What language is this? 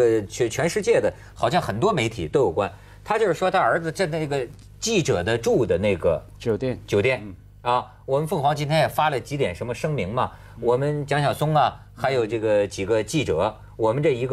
Chinese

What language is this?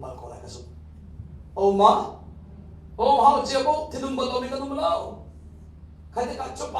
Hakha Chin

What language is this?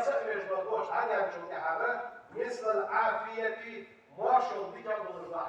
Ingush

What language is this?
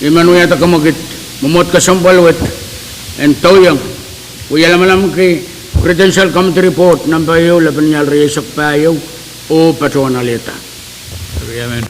Pohnpeian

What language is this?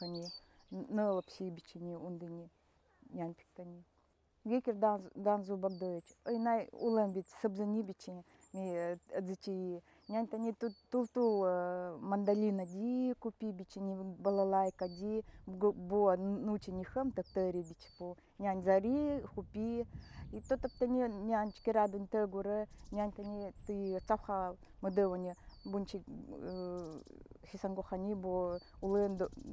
Nanai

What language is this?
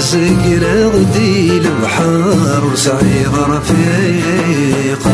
Kabyle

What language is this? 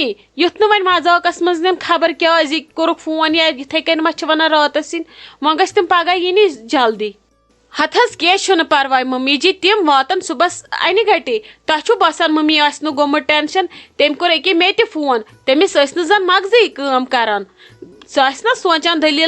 Kashmiri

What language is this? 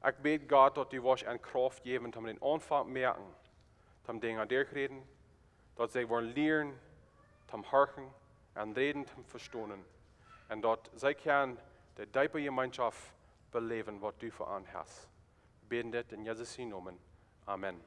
Plautdietsch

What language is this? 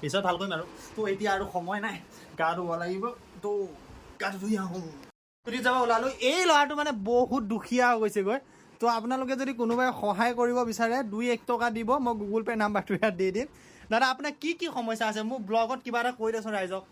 Assamese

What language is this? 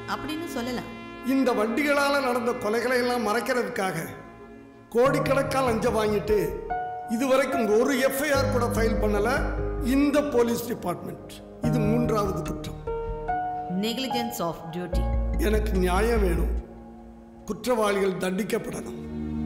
Tamil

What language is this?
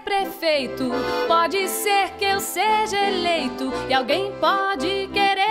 Portuguese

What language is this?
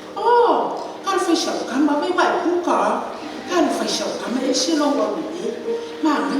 Samoan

